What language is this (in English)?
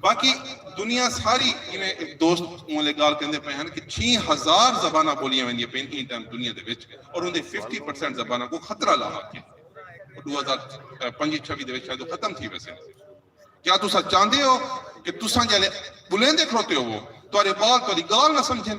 Saraiki